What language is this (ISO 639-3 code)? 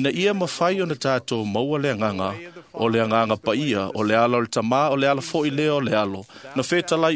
smo